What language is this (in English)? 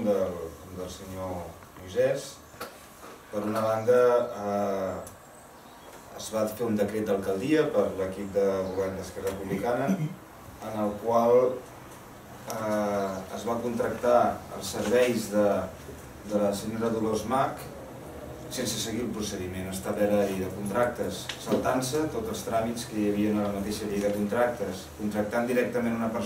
Catalan